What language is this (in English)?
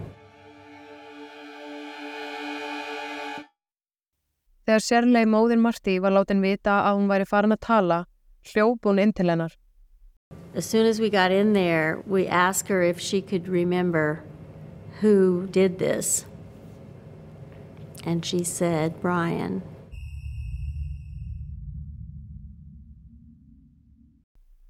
Icelandic